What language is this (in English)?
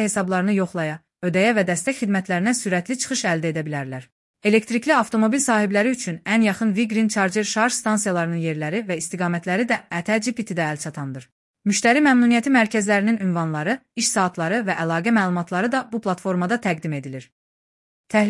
Azerbaijani